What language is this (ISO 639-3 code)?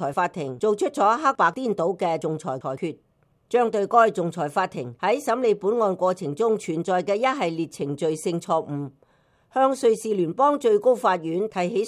yue